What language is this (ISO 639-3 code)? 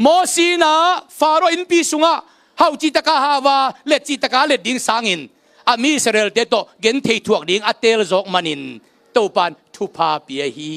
ctd